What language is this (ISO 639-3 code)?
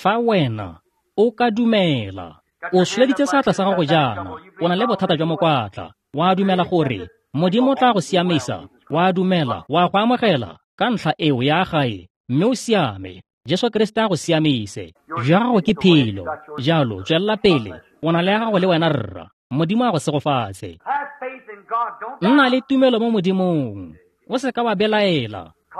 tsn